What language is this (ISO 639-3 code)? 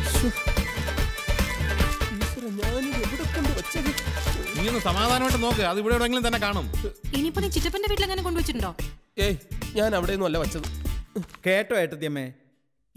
mal